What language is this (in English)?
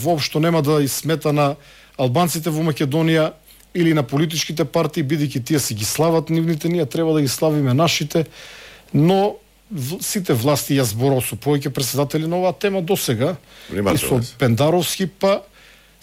Macedonian